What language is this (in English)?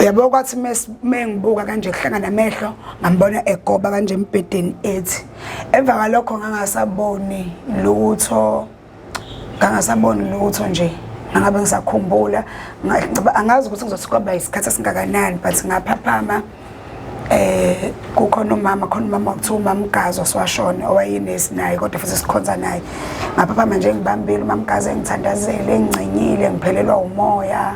Zulu